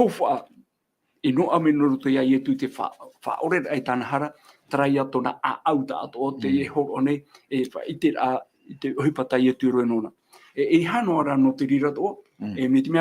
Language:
Tahitian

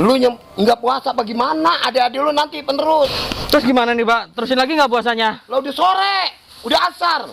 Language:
Betawi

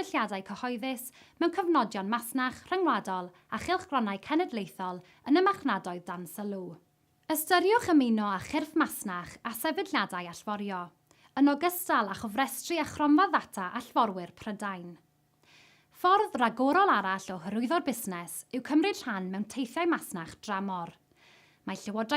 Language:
Welsh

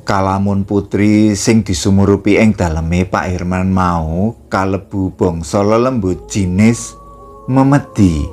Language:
Javanese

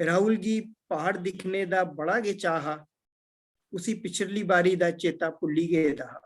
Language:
Dogri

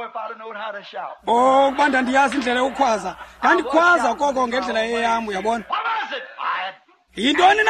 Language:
Xhosa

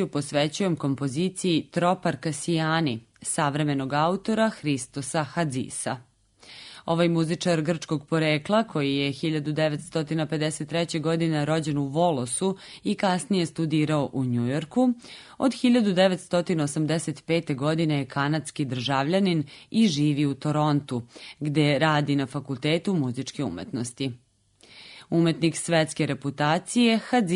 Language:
Serbian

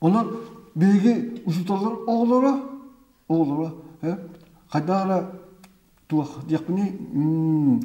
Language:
Yakut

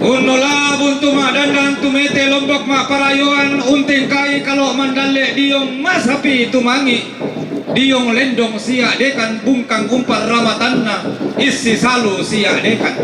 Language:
Toraja-Sa'dan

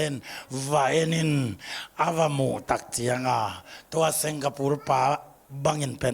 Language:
Tedim Chin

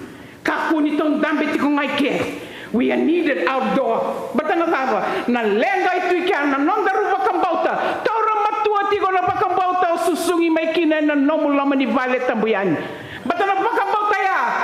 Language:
Fijian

